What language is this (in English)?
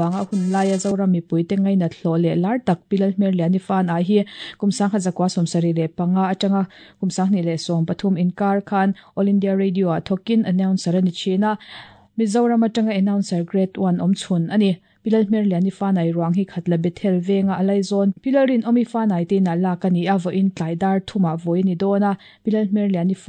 Mizo